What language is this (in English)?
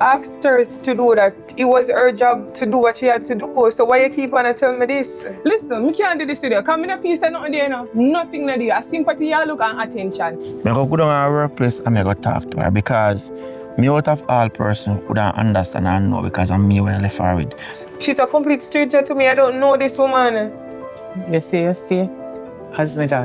Jamaican Creole English